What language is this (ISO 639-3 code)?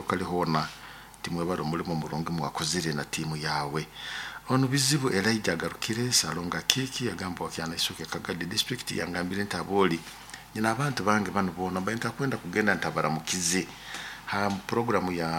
nyo